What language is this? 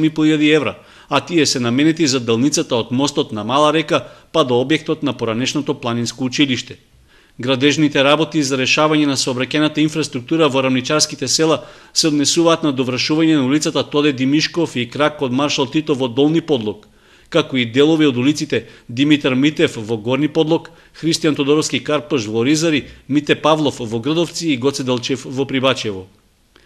Macedonian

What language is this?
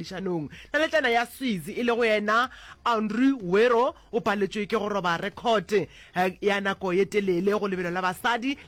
Northern Sotho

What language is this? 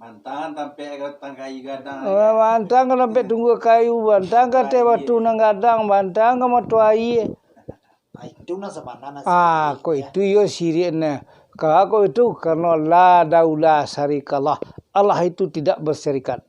Minangkabau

